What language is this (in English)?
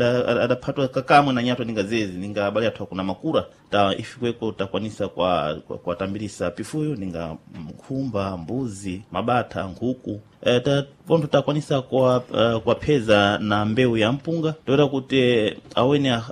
Sena